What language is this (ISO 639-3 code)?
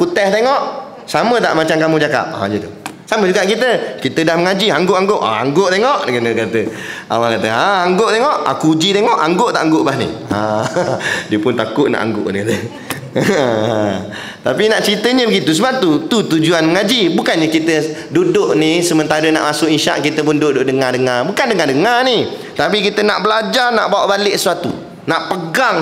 msa